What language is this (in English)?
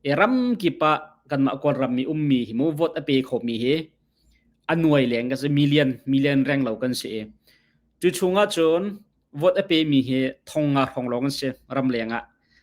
Hakha Chin